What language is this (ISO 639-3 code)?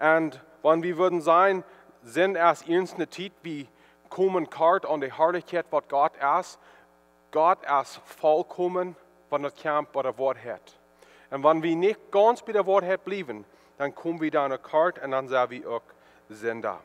pdt